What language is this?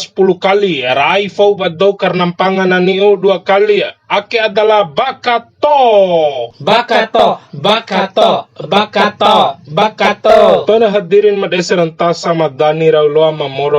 Bima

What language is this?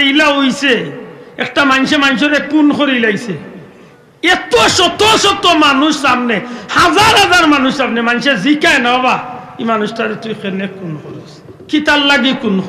Sylheti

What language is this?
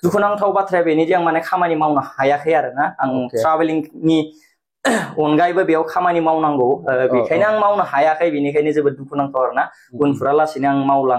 Bodo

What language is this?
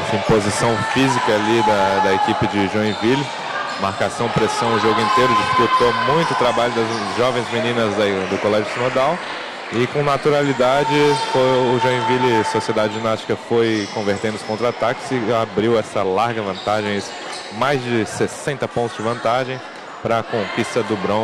Portuguese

